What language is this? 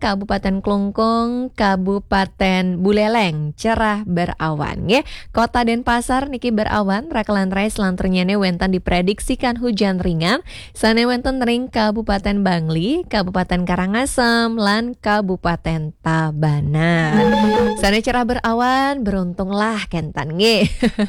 Balinese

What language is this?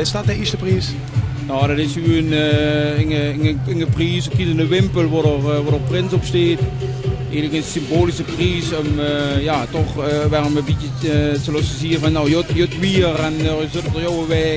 Limburgish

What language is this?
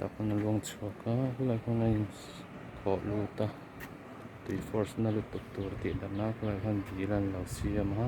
Mizo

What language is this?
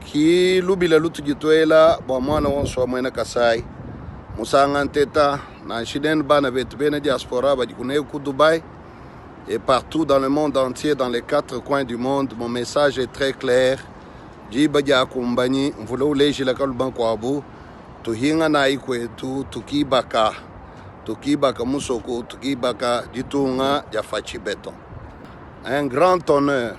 Luba-Lulua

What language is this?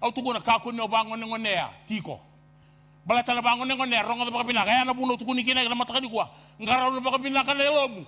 Fijian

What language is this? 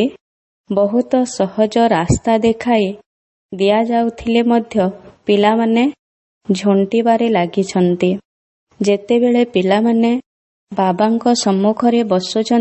Odia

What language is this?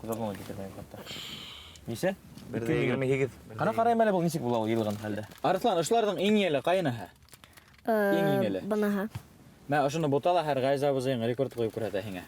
Bashkir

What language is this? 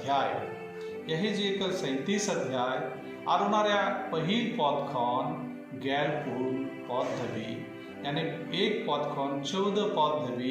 Santali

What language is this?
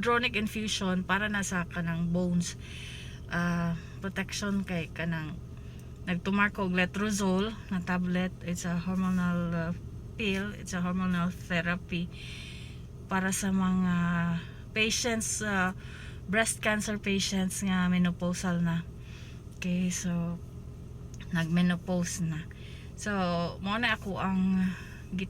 Cebuano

